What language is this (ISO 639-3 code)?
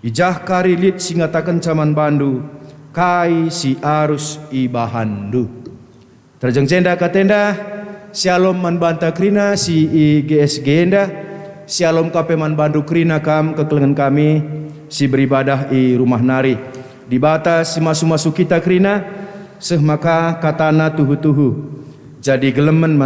btx